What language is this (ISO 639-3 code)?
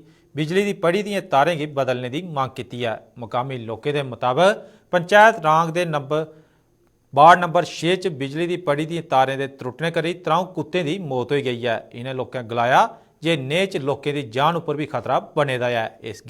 doi